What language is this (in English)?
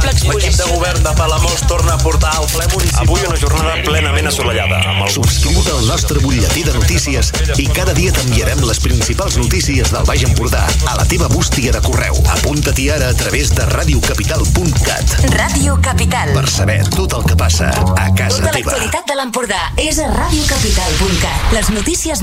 Catalan